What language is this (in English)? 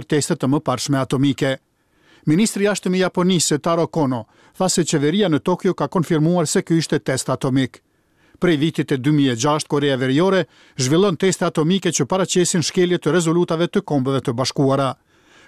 Albanian